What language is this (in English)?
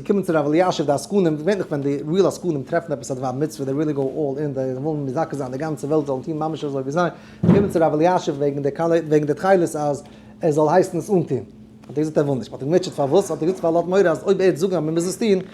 Yiddish